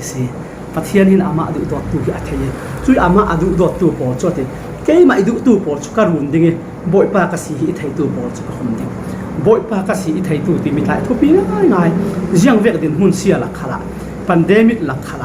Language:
Falam Chin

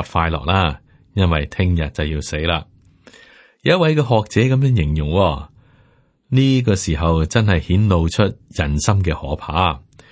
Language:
Cantonese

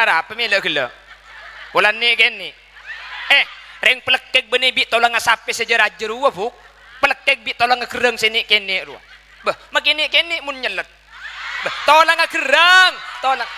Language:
Madurese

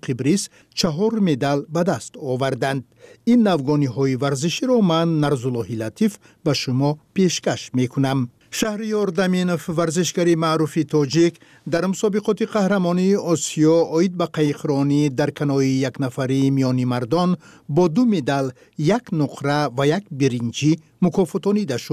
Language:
Tajik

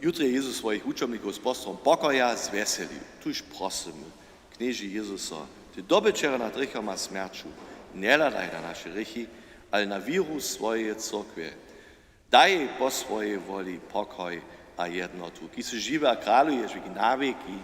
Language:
Upper Sorbian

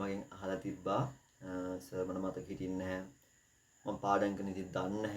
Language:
Sinhala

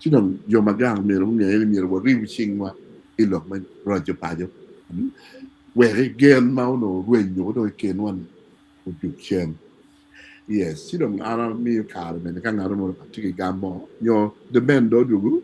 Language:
Acoli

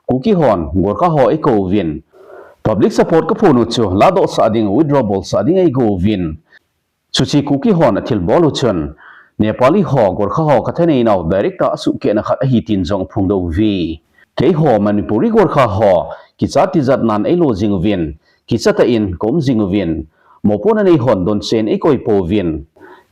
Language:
Thado Chin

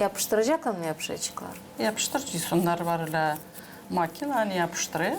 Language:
Gagauz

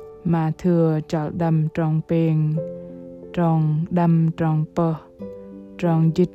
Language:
Bahnar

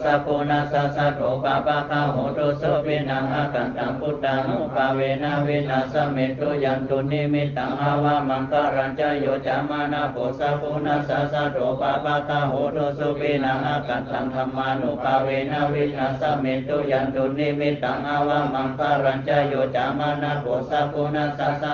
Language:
Pali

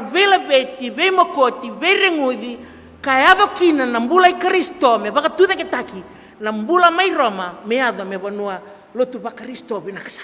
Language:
Fijian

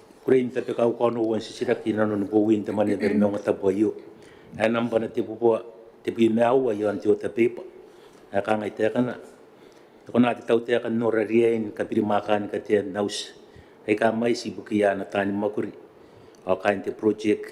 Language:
Gilbertese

